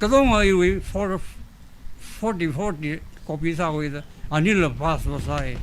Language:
Tangkhul Naga (India)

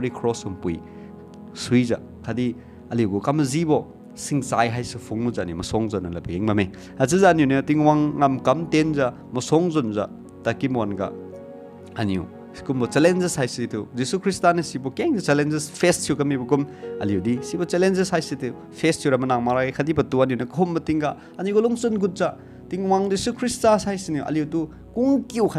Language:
Liangmai Naga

